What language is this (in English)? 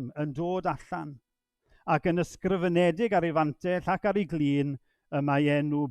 Welsh